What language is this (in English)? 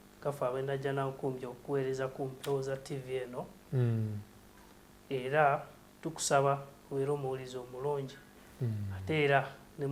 Ganda